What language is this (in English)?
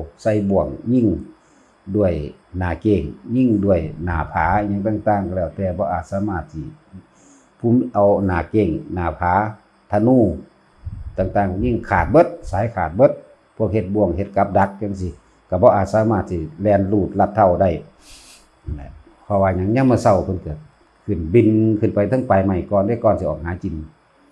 Northeastern Thai